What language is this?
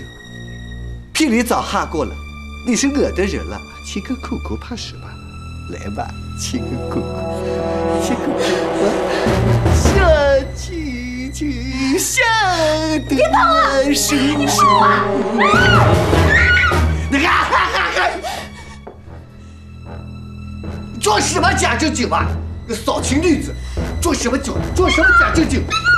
Chinese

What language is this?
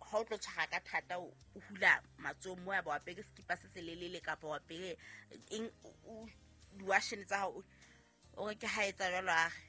Southern Sotho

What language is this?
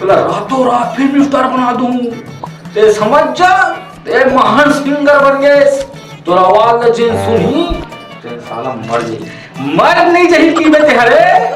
Chhattisgarhi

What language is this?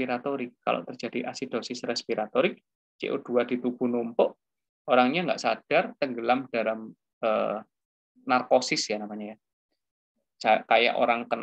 Indonesian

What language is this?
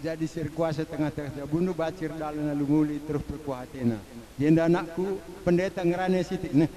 Batak Karo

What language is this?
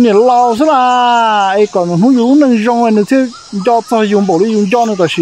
Vietnamese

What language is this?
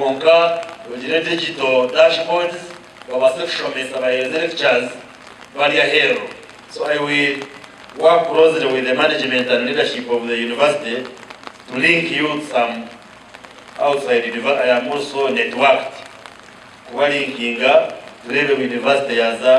Nyankole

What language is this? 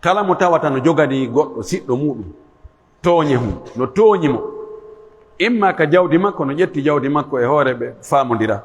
Pular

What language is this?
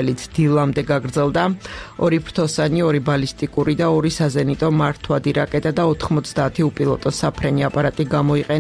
Georgian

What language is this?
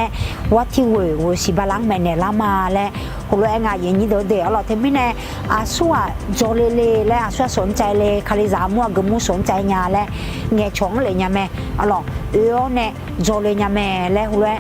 Akha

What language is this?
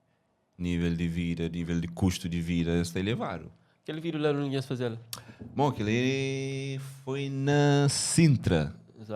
Kabuverdianu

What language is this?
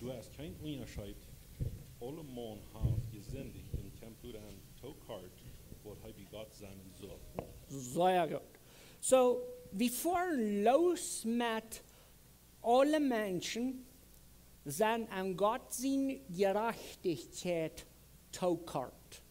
Plautdietsch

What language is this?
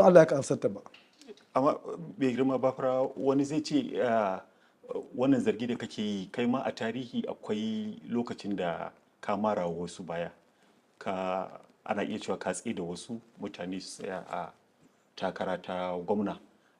Hausa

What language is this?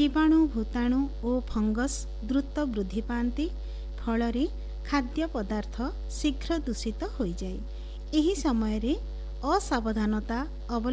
Odia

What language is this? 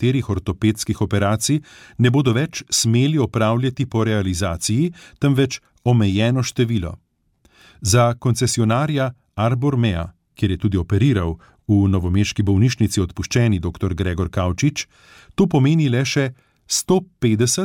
Slovenian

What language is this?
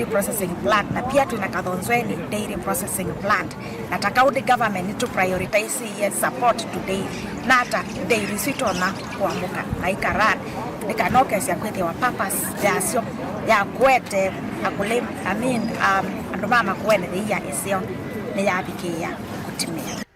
Kamba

